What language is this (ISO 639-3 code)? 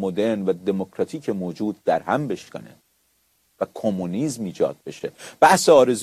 fas